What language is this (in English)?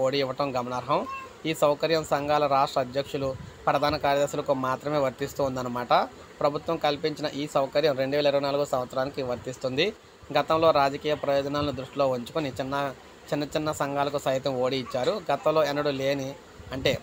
Telugu